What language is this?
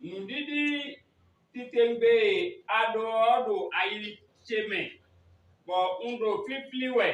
Fon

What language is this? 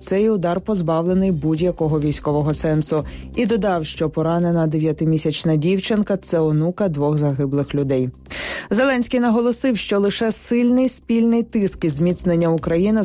Ukrainian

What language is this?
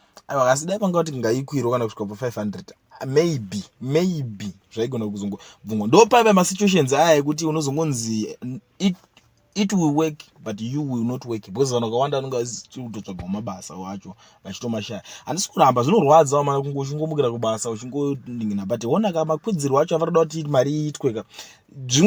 Shona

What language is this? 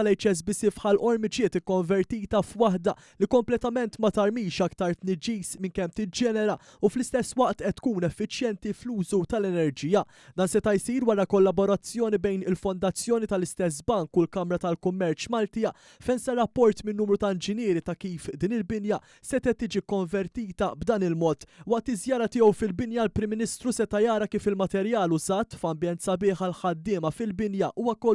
Maltese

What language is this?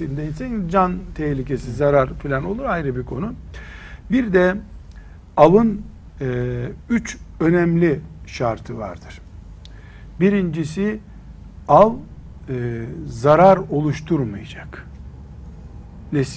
Turkish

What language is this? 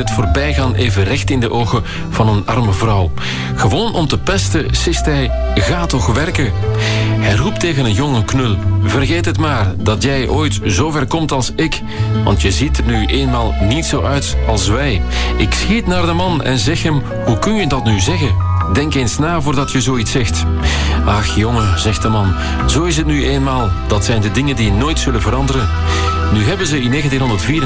Dutch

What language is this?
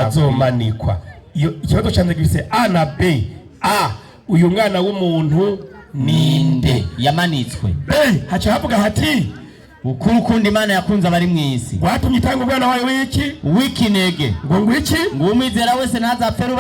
Rundi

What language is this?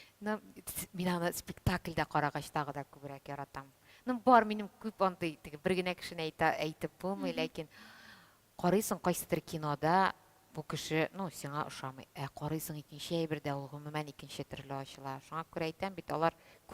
Tatar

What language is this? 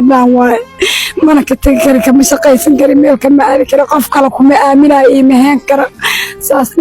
Somali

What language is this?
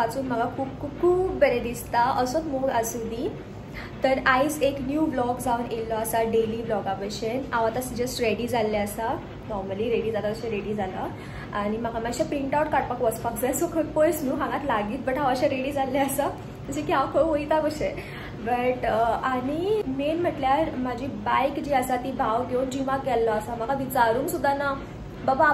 Konkani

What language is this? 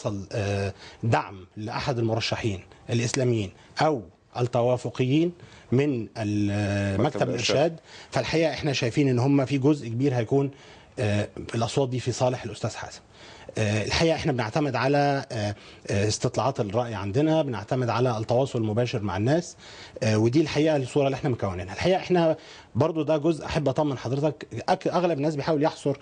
Egyptian Arabic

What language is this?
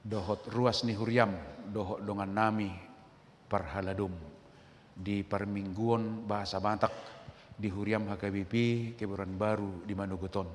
Batak Toba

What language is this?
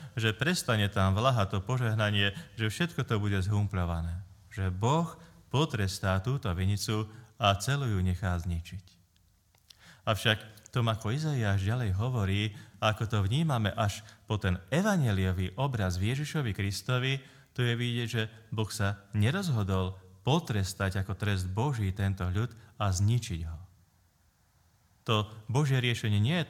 Slovak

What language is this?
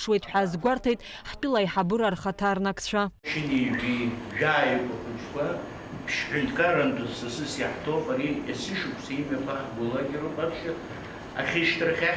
Abkhazian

